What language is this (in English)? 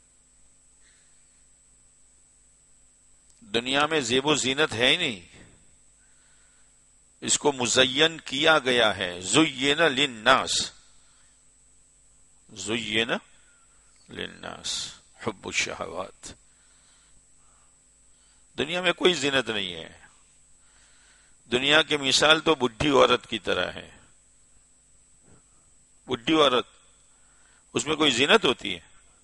Urdu